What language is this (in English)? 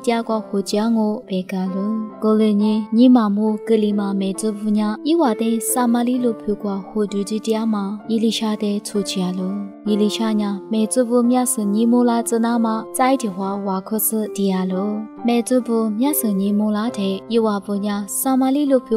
Lisu